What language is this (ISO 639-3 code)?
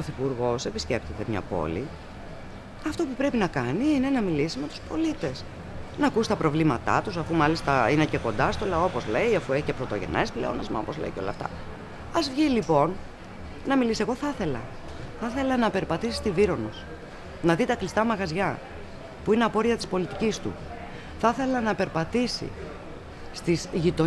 ell